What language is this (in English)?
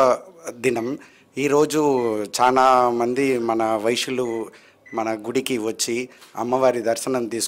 Telugu